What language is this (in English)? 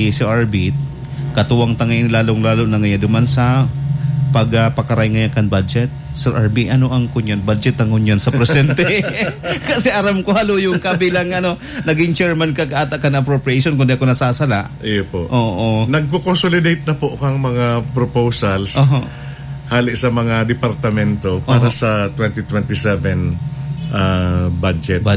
Bikol